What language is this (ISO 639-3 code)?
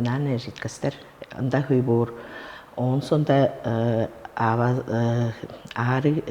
tyv